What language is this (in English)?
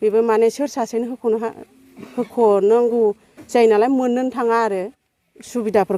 Bodo